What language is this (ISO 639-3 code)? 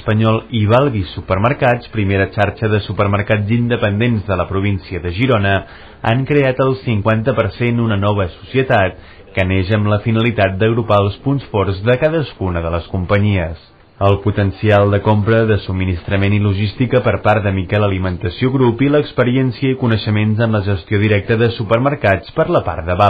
cat